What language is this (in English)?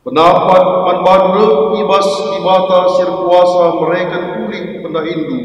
Batak Karo